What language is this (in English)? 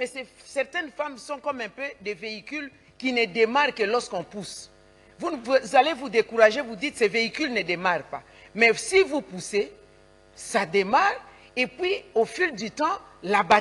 French